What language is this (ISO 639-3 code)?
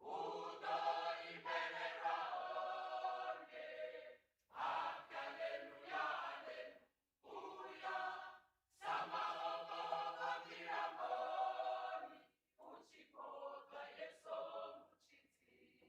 ven